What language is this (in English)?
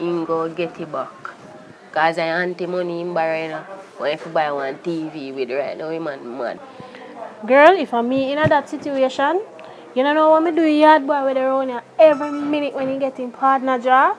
Jamaican Creole English